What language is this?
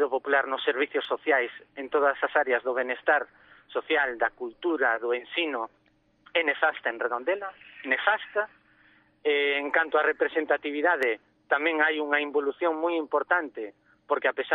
Galician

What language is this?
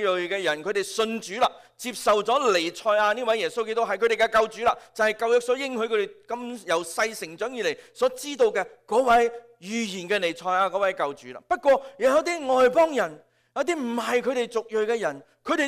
Cantonese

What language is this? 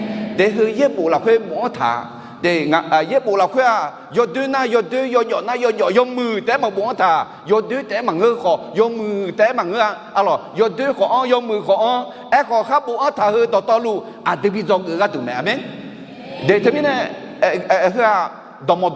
Akha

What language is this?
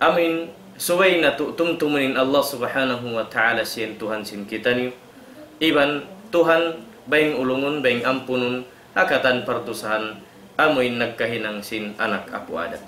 Tausug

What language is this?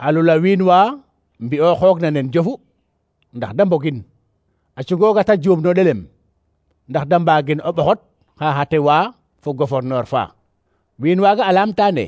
Serer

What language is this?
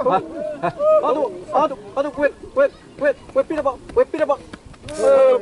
Xavánte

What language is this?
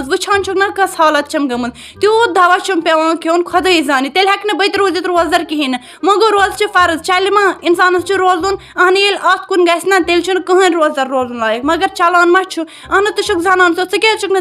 Kashmiri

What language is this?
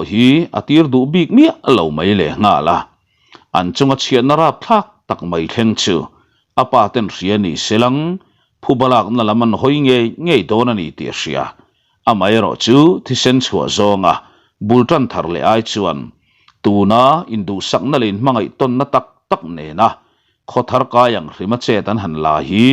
Mizo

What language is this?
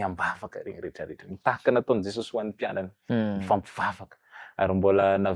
Malagasy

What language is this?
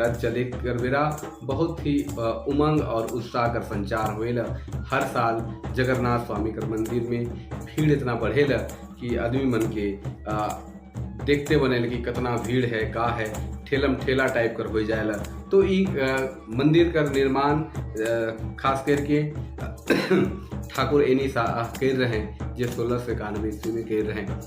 Sadri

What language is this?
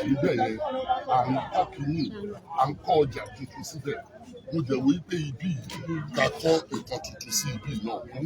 Yoruba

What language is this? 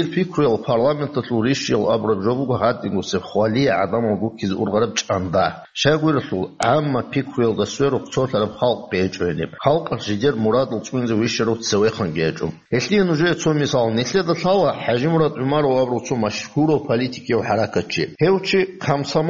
Avaric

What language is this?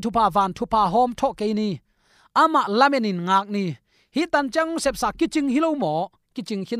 Tedim Chin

